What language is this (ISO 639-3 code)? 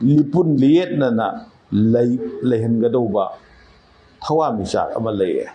mni